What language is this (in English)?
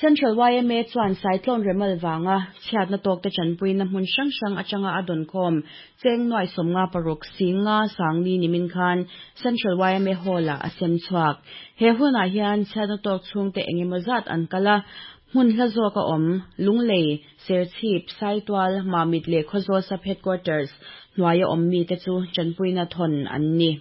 Mizo